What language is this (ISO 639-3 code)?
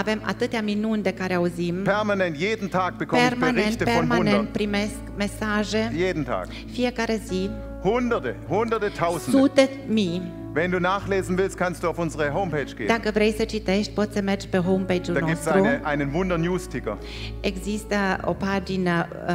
ron